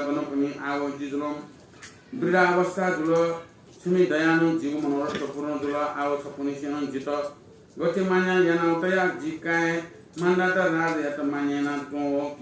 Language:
Newari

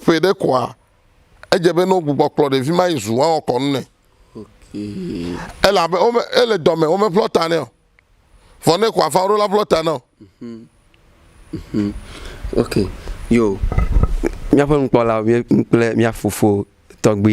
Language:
Ewe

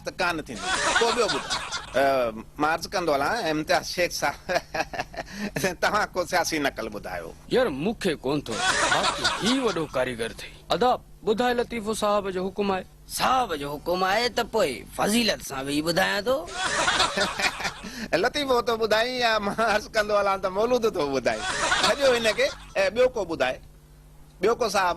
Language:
Sindhi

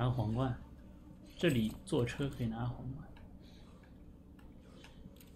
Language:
Chinese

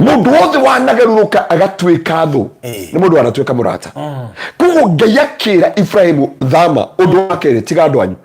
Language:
Kikuyu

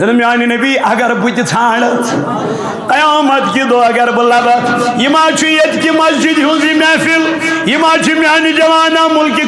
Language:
Kashmiri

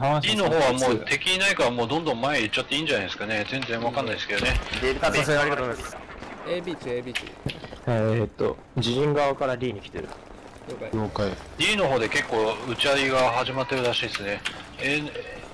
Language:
Japanese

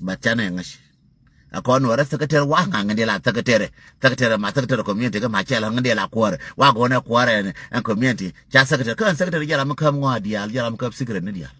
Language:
Nuer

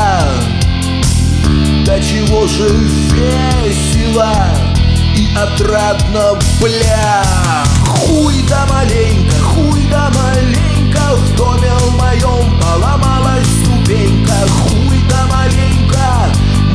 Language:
Russian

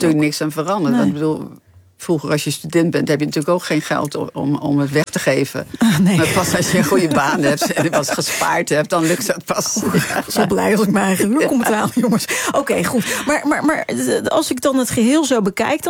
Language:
Dutch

